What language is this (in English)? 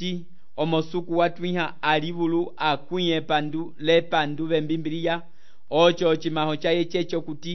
Umbundu